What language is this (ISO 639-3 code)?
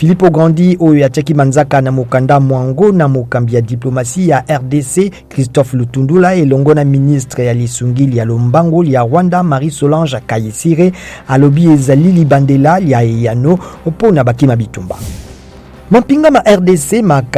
lin